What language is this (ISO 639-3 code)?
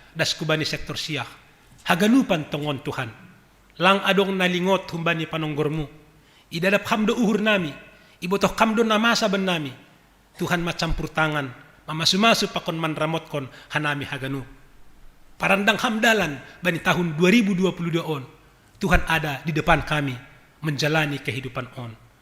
bts